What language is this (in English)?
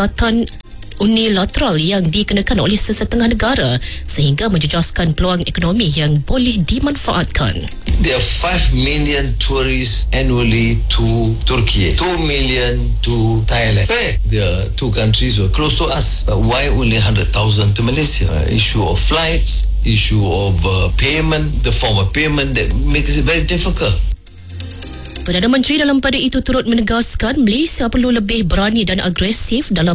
Malay